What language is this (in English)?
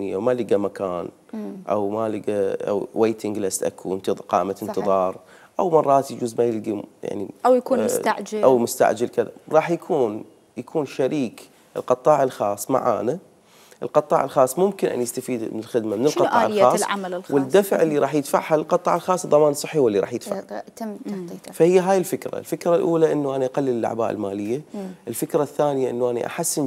Mesopotamian Arabic